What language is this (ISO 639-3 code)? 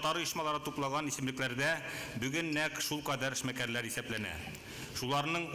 tat